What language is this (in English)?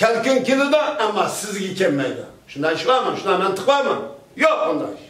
Uyghur